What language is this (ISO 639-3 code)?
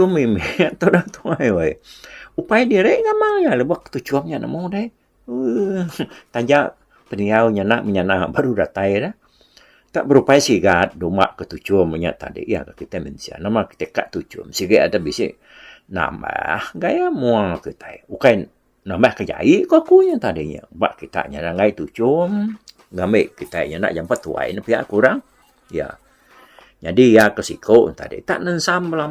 iba